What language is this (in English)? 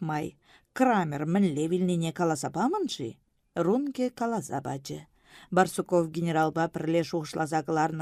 Chuvash